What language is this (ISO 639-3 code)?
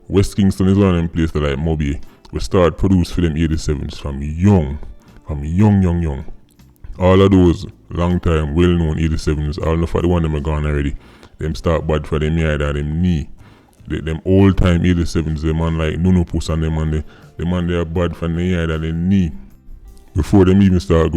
jam